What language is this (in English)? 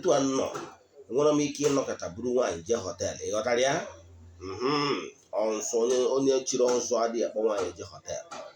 Igbo